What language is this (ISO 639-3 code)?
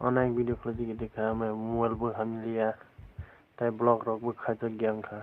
trp